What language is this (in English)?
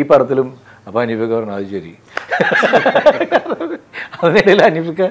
Malayalam